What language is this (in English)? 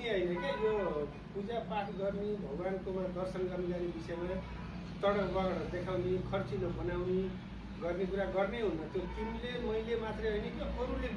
Nepali